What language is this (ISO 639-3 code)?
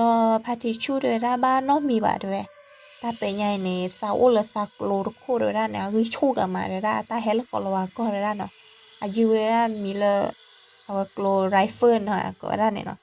ksw